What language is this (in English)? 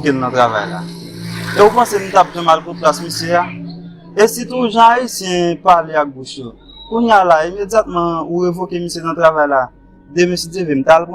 Haitian Creole